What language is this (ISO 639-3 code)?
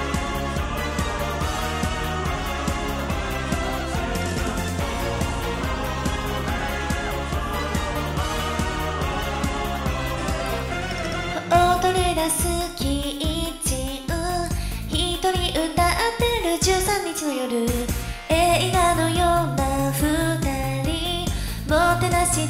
jpn